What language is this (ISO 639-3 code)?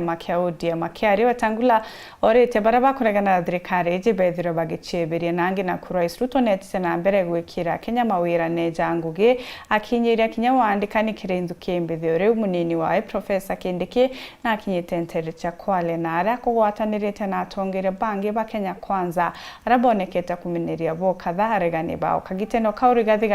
mer